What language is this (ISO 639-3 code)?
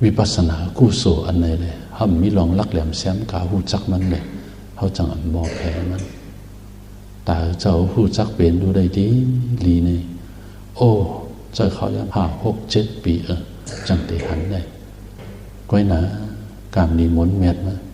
shn